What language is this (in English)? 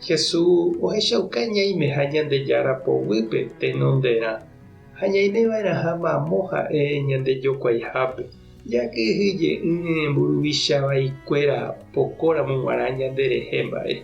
Guarani